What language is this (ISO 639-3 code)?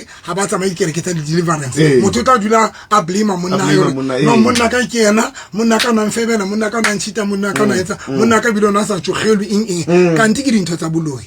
sot